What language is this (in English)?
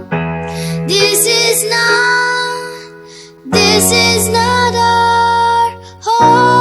Ao Naga